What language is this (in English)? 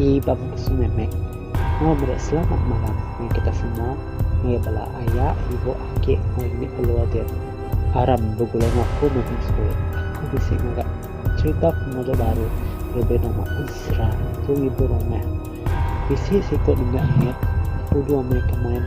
Iban